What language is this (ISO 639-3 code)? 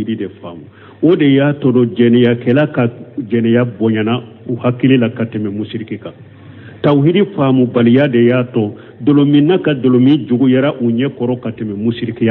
bam